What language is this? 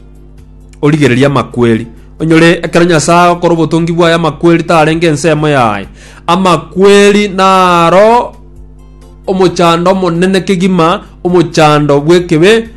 Gusii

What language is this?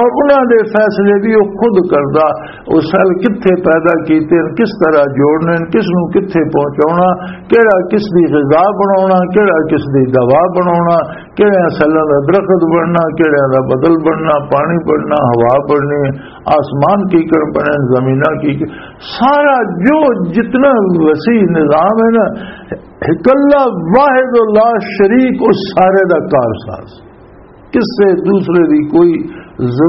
Western Panjabi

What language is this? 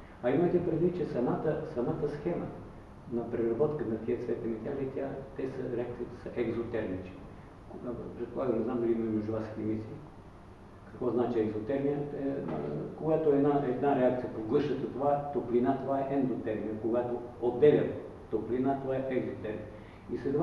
Bulgarian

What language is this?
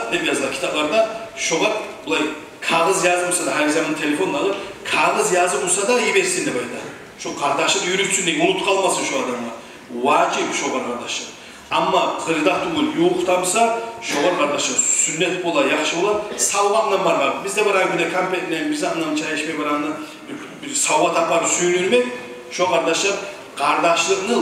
Kumyk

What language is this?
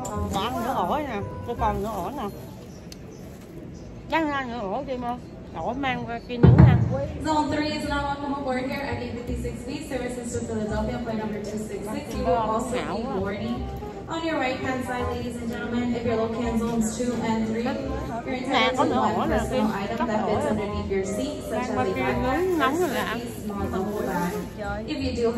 Vietnamese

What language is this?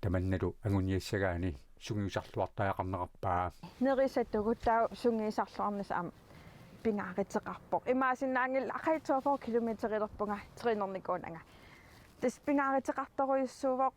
Kalaallisut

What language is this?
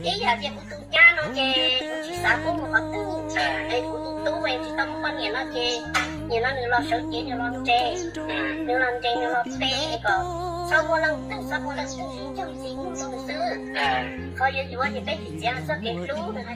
Hmong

